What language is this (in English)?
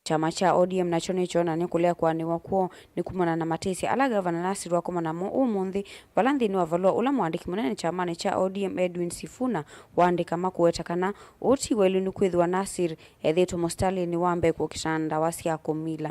Kamba